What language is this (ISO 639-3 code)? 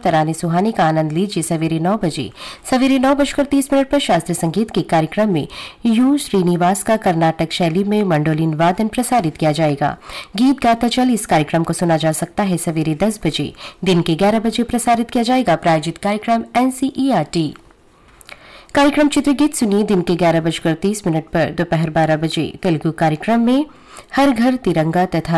hin